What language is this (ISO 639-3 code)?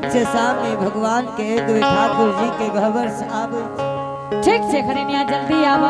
anp